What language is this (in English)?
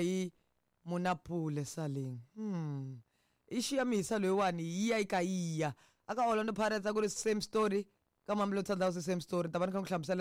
Tsonga